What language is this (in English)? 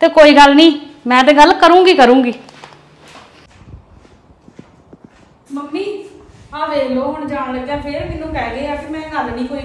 Punjabi